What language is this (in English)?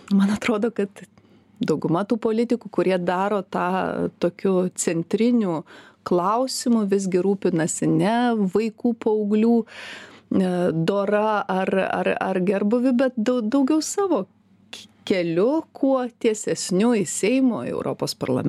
Lithuanian